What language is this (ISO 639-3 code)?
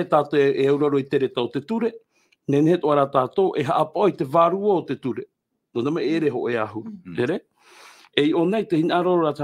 tah